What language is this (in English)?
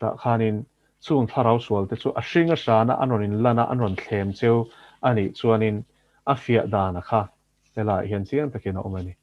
Mizo